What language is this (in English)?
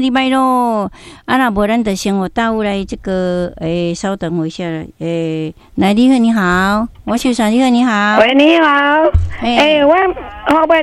Min Nan Chinese